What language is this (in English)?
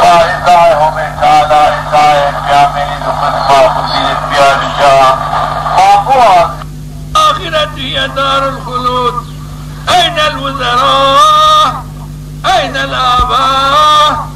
Zaza